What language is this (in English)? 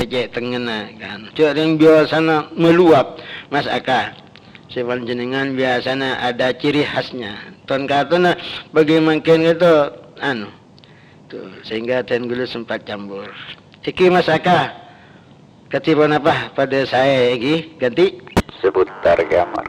Madurese